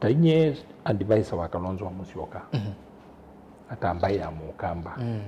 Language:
Kamba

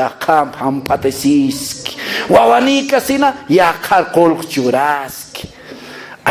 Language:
Aymara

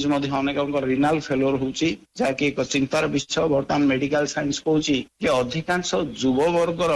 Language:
Odia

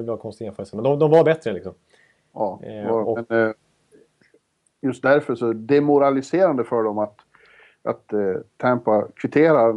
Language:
Swedish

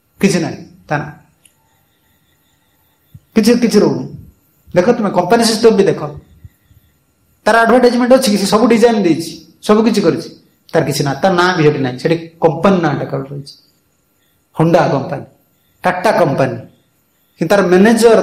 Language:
Odia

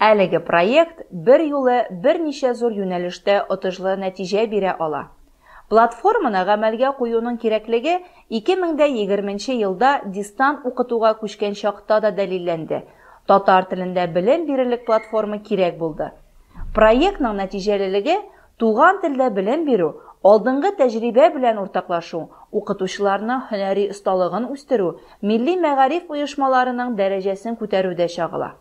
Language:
Tatar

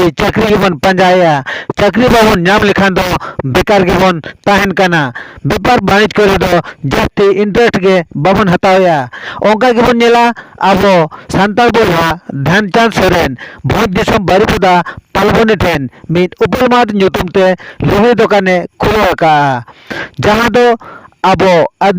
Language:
Santali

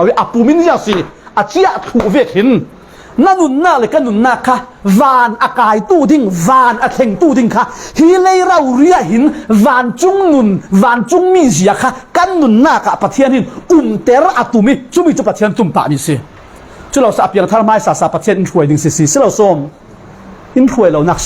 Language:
Falam Chin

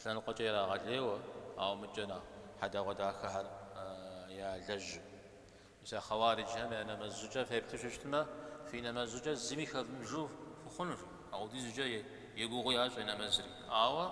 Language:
Kabardian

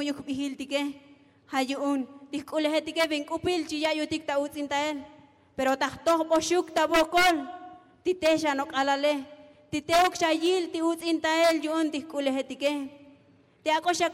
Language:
Tzotzil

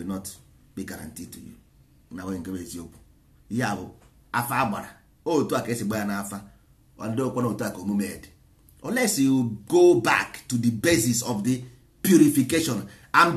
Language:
Igbo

